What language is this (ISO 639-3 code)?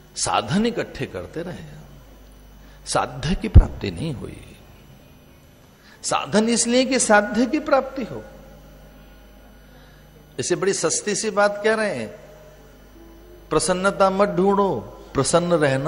hin